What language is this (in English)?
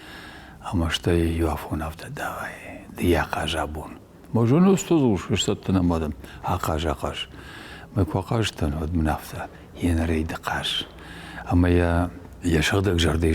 Ossetic